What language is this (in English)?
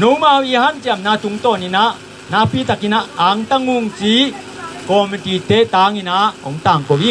Tedim Chin